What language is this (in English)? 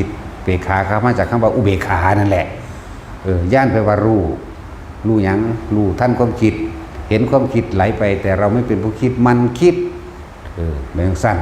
Northeastern Thai